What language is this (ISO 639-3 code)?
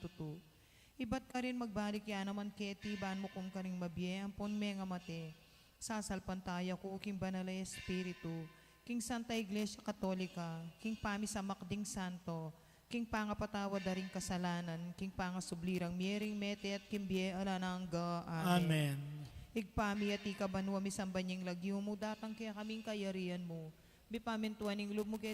pam